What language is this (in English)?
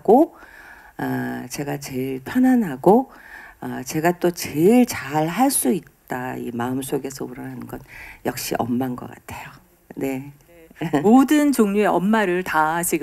Korean